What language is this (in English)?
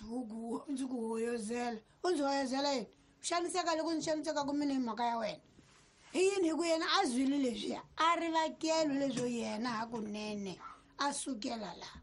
Tsonga